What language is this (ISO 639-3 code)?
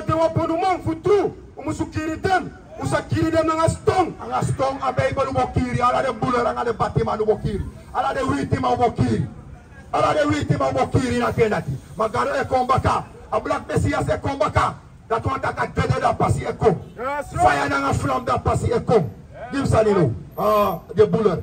srn